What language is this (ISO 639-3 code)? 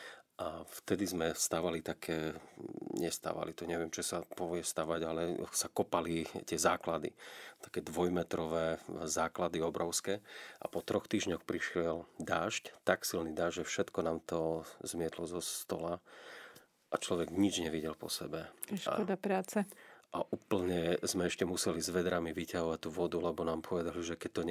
slk